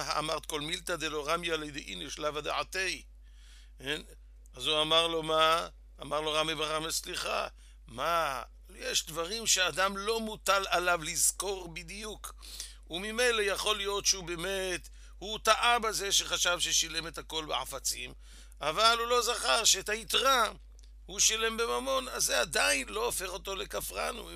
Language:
Hebrew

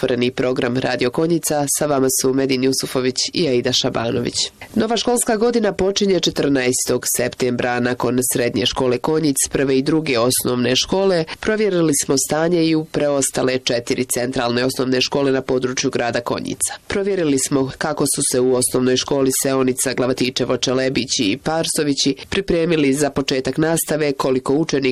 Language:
Bosnian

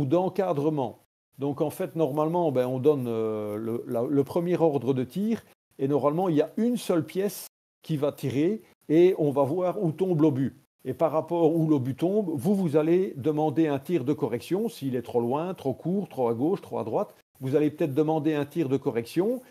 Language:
French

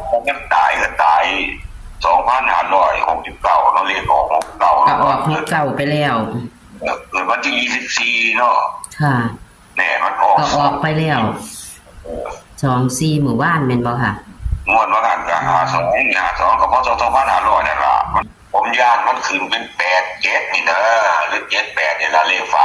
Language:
Northeastern Thai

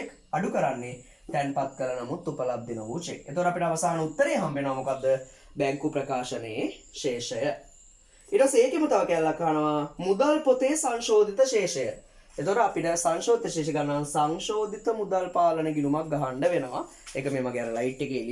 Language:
Sinhala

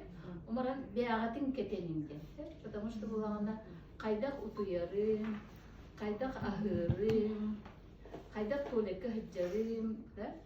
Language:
Yakut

